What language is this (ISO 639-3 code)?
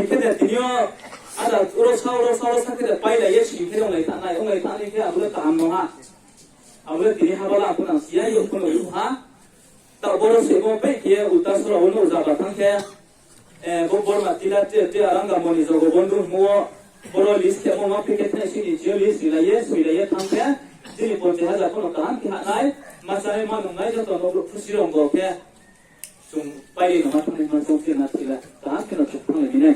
ria